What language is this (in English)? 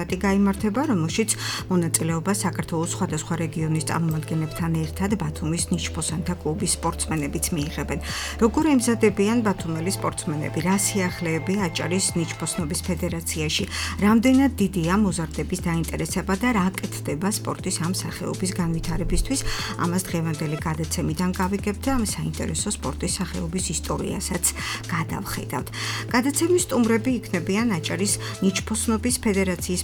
Georgian